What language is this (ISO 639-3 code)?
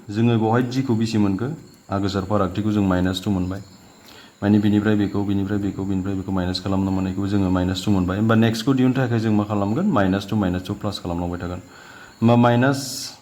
brx